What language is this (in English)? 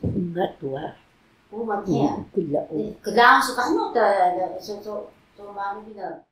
Taroko